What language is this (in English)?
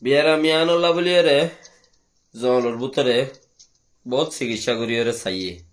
Rohingya